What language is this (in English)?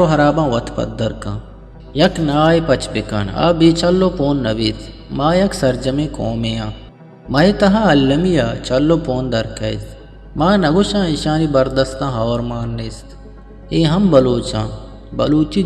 Eastern Balochi